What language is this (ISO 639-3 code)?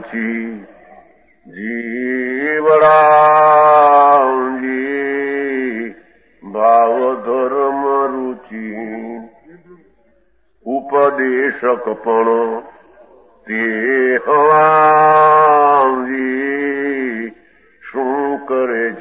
guj